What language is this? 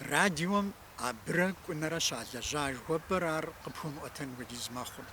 Kabardian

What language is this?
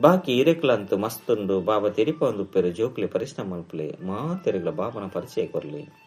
Tulu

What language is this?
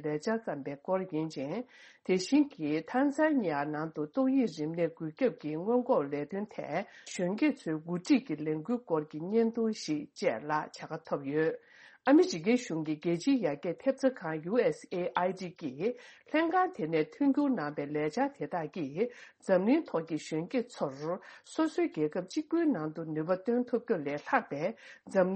Tibetan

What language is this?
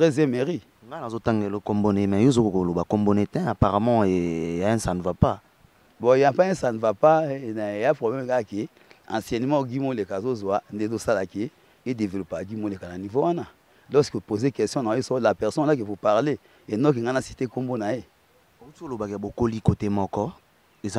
Lingala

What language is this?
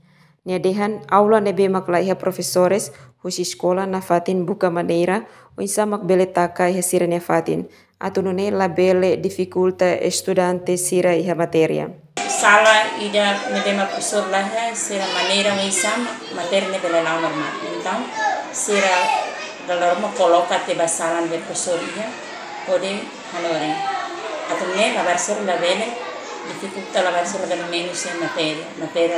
Tetum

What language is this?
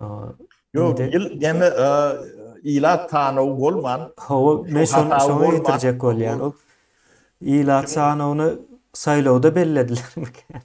Turkmen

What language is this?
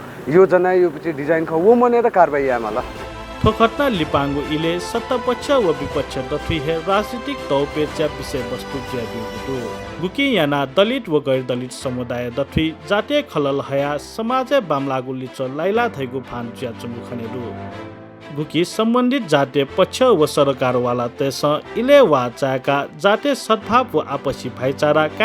Newari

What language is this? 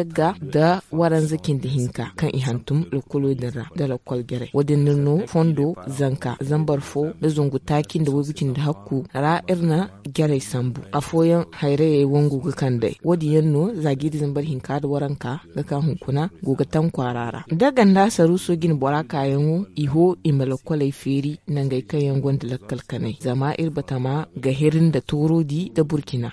Zarma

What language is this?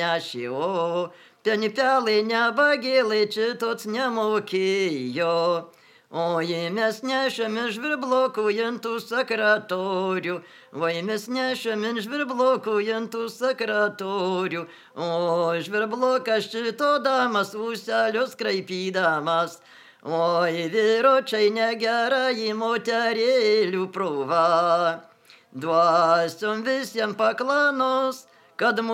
Lithuanian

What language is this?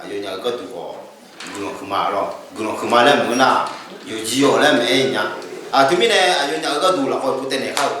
Akha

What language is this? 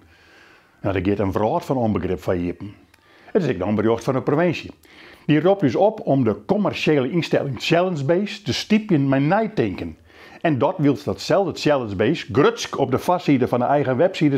Western Frisian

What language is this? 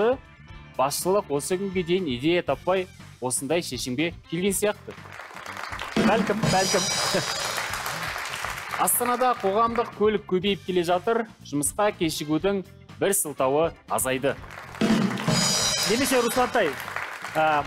Kazakh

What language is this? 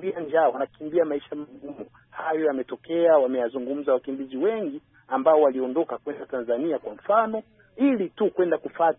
Swahili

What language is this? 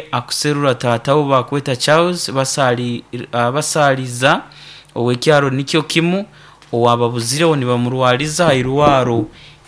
Nyoro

